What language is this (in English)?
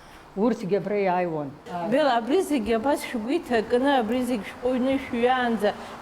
Abkhazian